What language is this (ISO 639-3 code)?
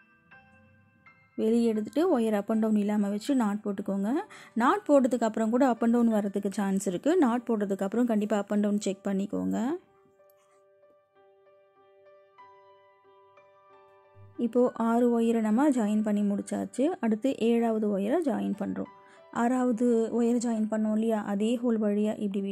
tam